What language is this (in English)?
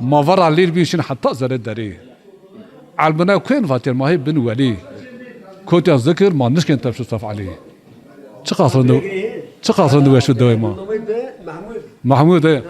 Zaza